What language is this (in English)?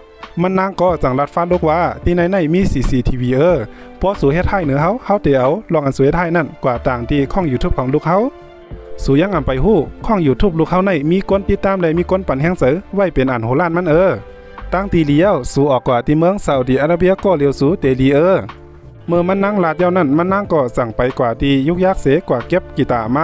Shan